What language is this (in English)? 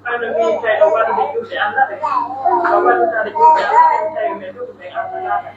Pular